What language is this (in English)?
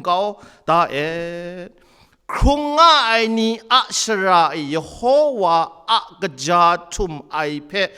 Kachin